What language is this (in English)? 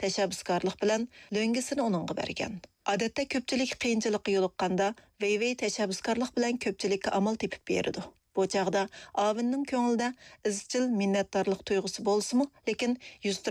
Uyghur